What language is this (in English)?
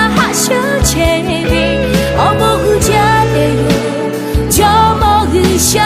Lahu